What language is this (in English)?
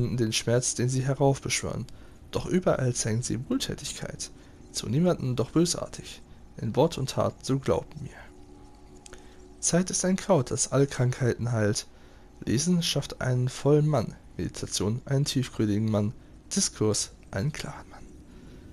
German